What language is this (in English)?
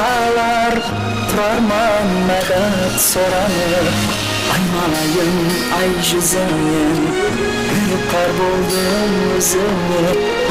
Kara-Kalpak